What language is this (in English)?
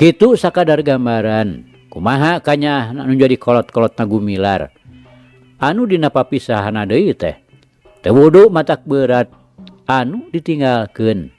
Sundanese